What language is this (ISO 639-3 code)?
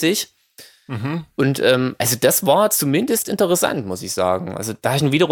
deu